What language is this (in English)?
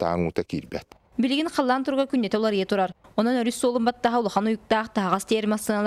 Yakut